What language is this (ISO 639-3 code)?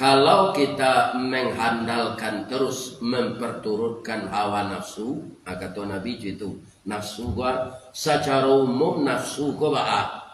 min